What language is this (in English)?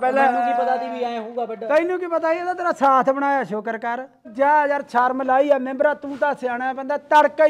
Punjabi